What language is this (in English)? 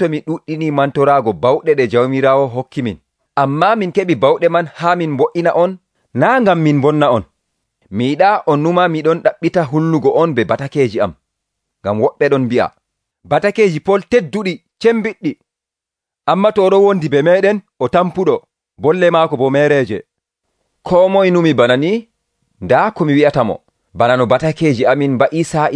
Nigerian Fulfulde